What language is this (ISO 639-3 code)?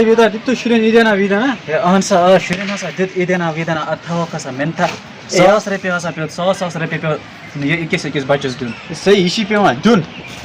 kas